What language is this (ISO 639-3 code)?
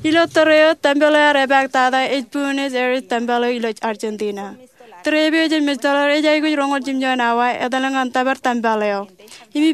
mah